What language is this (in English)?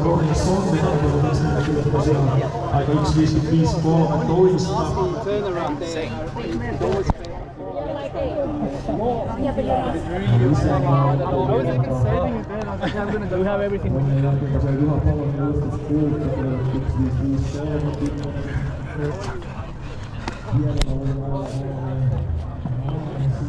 Finnish